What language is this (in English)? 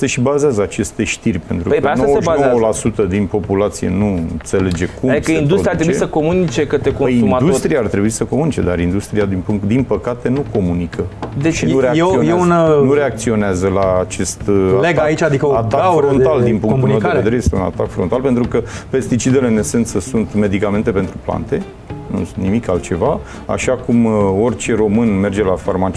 Romanian